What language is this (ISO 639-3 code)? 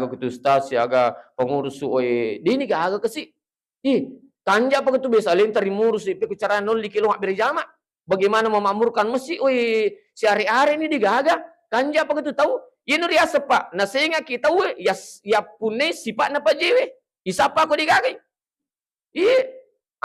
bug